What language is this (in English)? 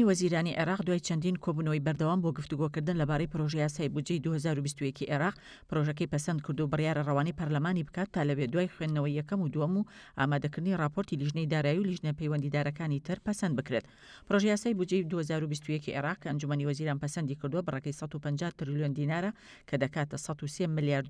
Central Kurdish